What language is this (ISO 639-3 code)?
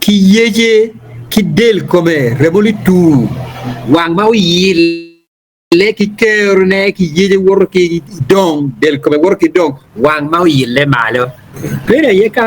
ach